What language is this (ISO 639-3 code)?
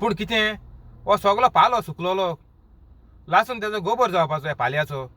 kok